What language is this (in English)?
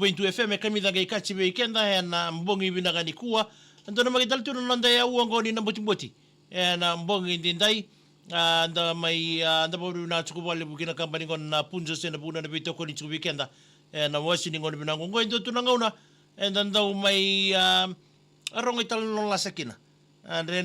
Fijian